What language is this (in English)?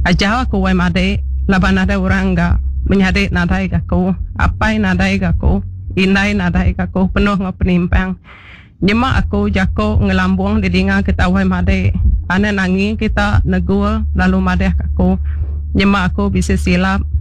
Iban